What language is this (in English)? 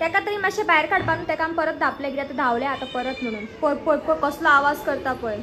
Konkani